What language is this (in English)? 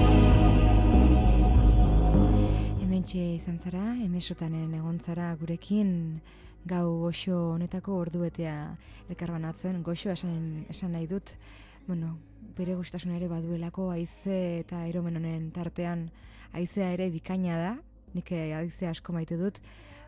Basque